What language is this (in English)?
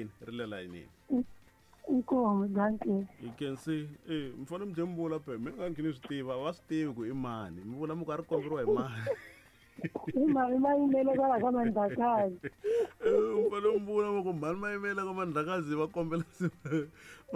Tsonga